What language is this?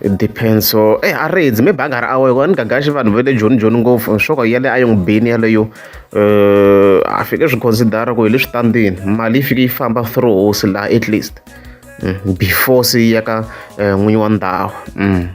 Tsonga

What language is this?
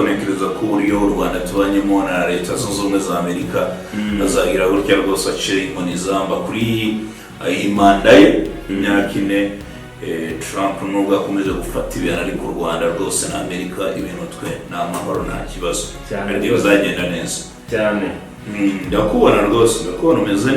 Kinyarwanda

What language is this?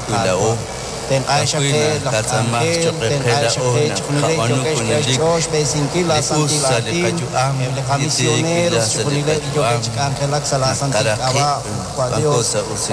Kekchí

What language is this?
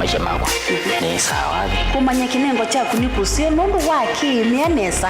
Kamba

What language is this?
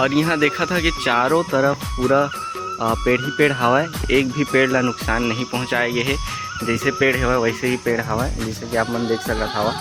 Chhattisgarhi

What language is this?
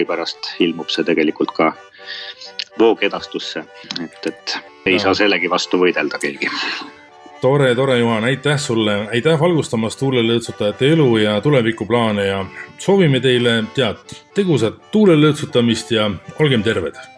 Estonian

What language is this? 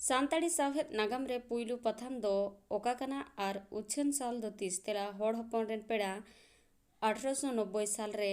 Santali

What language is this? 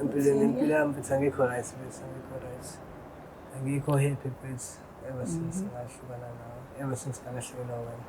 Zulu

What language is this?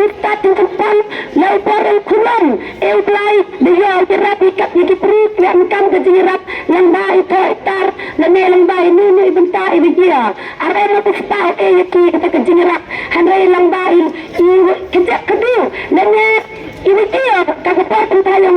Khasi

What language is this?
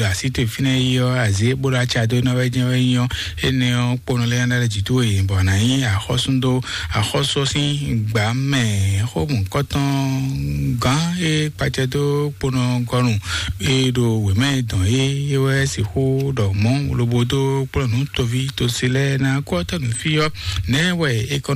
Fon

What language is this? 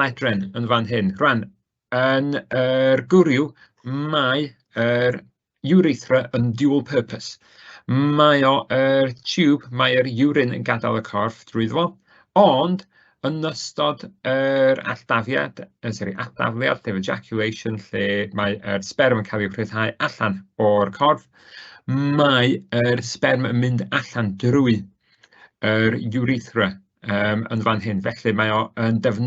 Welsh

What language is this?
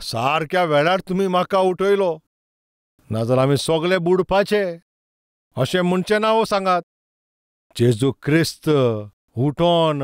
Konkani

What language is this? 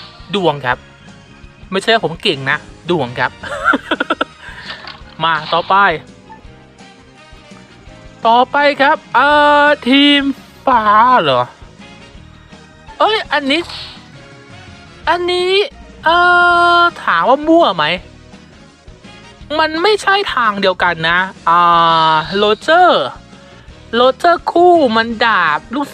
Thai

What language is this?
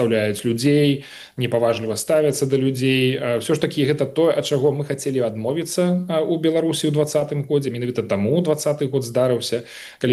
Belarusian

